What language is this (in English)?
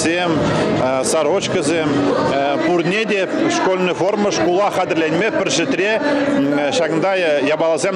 Chuvash